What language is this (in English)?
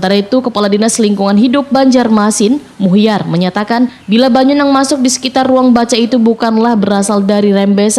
Banjar